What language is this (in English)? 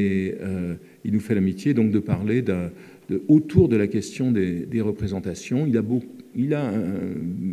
French